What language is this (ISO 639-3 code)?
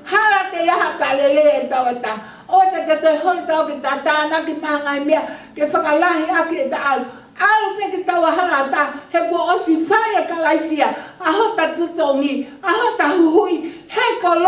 ton